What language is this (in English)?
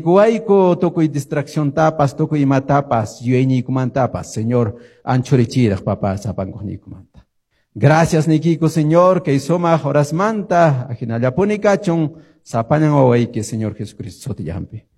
Quechua